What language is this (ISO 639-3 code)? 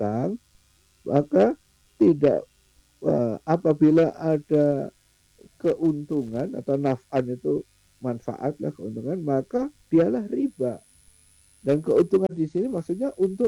ind